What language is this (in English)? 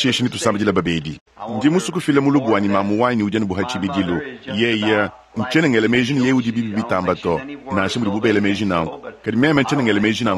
Luba-Lulua